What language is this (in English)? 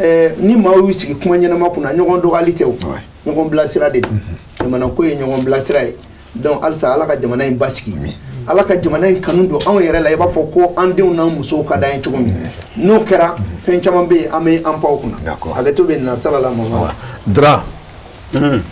Bambara